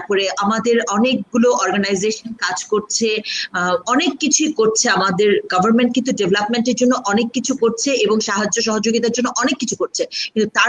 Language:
Bangla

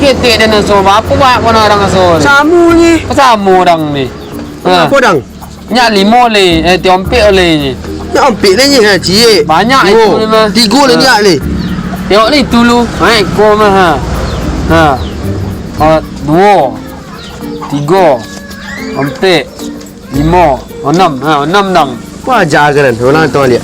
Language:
Minangkabau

